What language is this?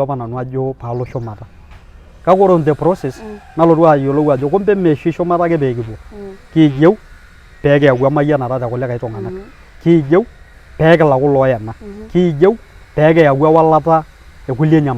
Masai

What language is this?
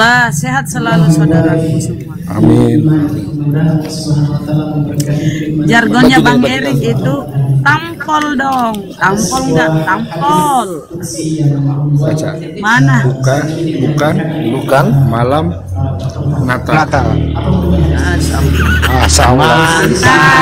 Indonesian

